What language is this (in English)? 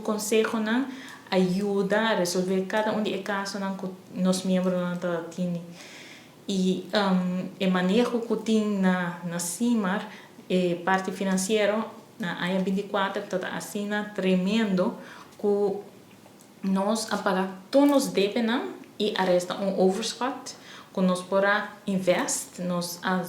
Papiamento